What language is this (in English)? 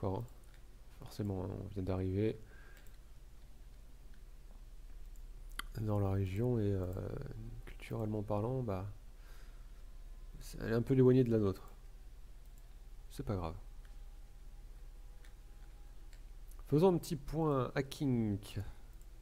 French